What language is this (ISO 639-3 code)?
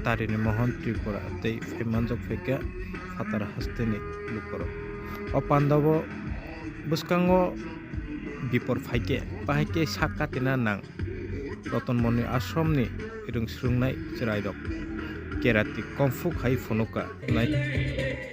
trp